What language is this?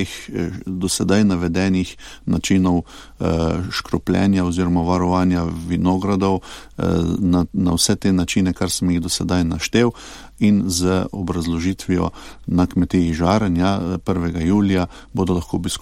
Slovenian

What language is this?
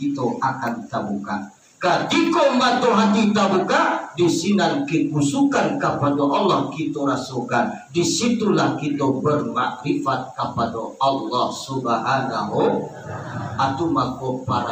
Minangkabau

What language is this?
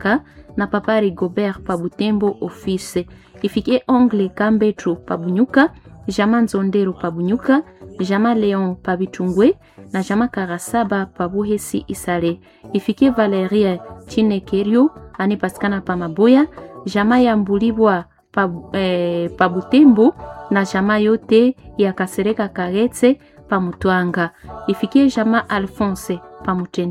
Swahili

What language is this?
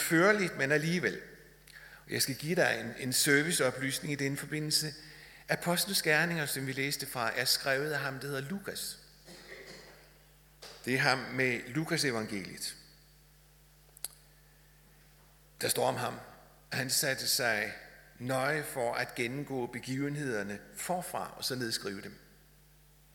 Danish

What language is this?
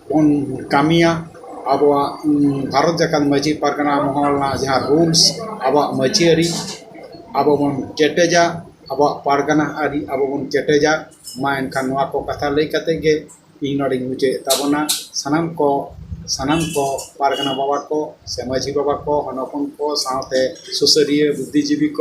Santali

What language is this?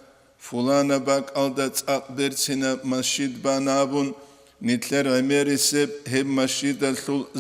Avaric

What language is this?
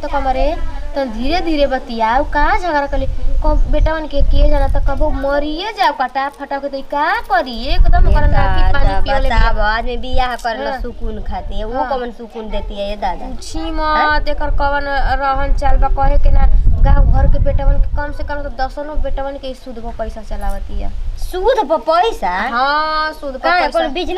Bhojpuri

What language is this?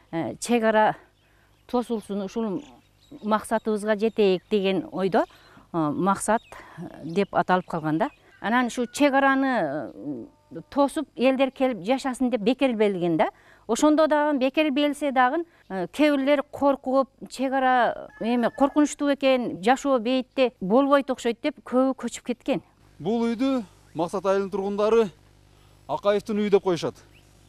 Kyrgyz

